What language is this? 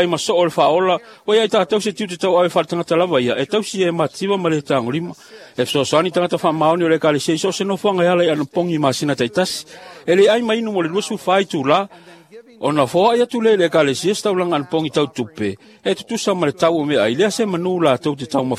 Samoan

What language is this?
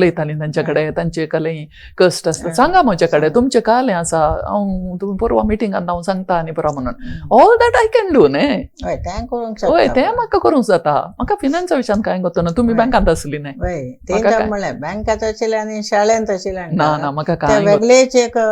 Konkani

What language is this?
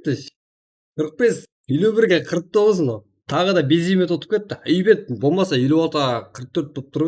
Kara-Kalpak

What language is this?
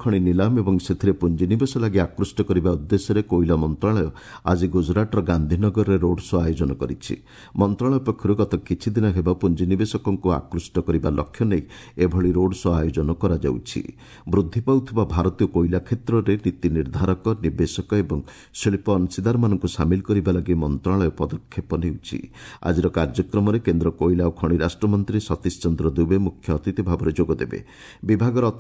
Odia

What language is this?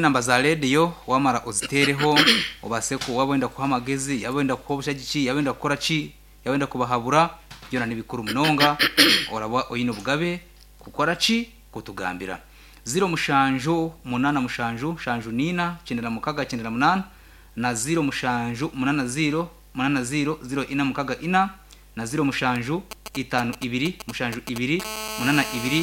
Nyankole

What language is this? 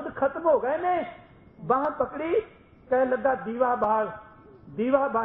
Punjabi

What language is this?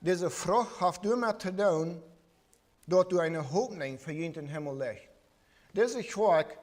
Plautdietsch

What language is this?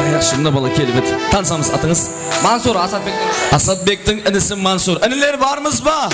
Kara-Kalpak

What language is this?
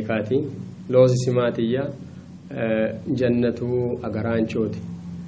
Sidamo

